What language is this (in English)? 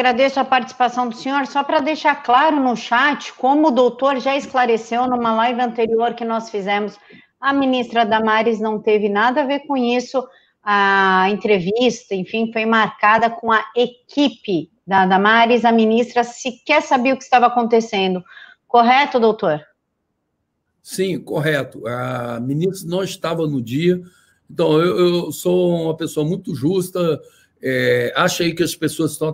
Portuguese